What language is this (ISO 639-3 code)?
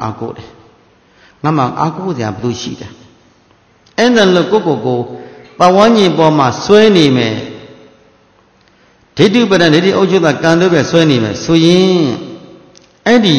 mya